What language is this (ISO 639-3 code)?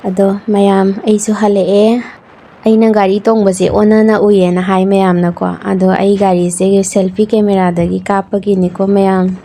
mni